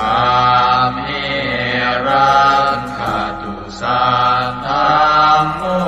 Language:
Pali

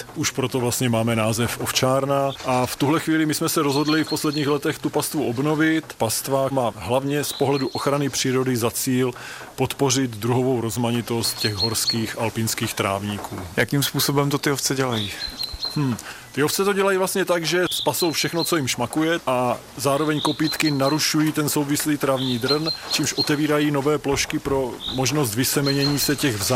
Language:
Czech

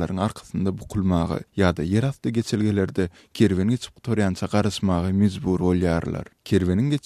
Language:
Turkmen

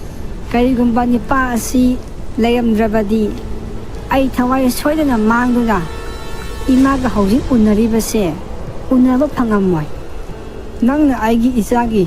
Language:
Manipuri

